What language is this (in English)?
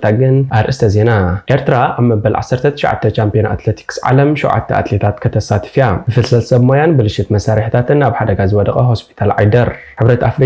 Tigrinya